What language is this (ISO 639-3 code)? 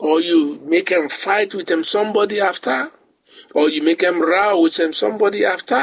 bis